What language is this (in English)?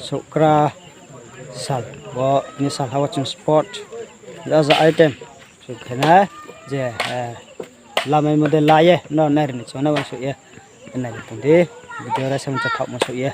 Riang (India)